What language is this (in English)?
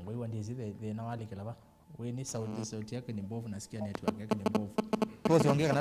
Kamba